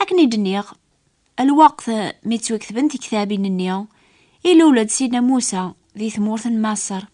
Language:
Kabyle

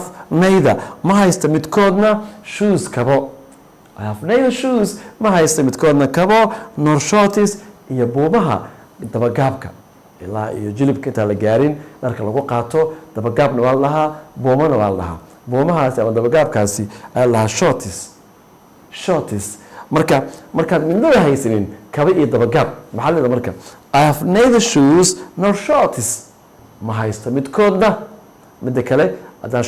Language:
Somali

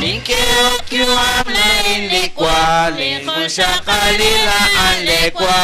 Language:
Kekchí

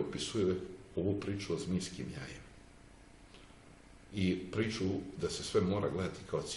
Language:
Serbian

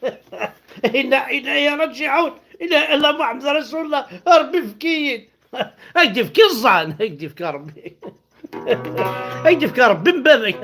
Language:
Kabyle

